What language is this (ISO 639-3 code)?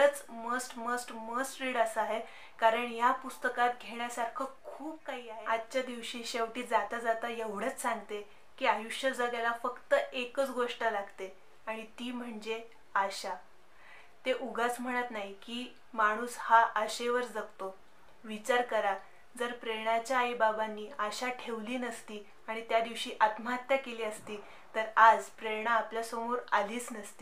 mar